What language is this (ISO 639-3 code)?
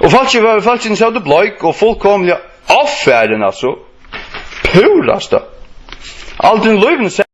fao